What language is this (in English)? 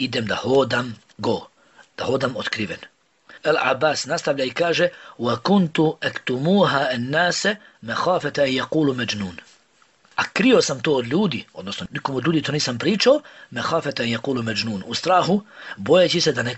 Bosnian